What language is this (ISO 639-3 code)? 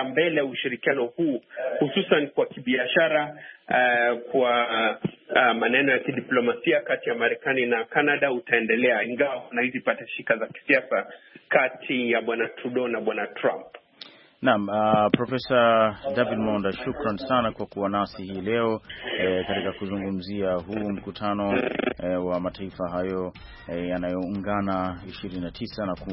swa